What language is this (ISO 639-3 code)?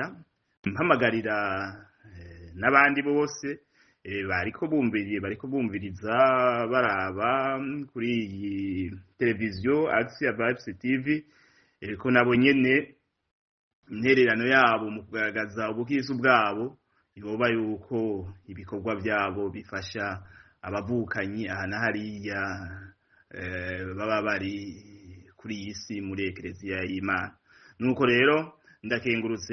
run